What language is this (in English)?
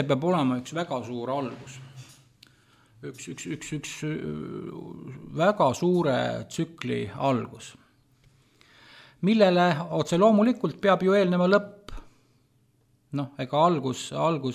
Estonian